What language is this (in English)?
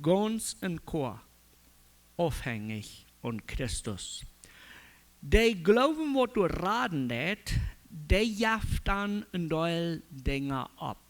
Plautdietsch